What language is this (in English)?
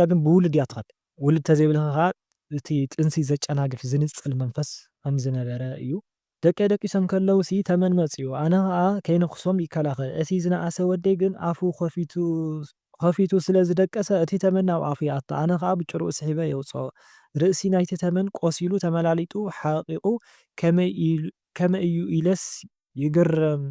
Tigrinya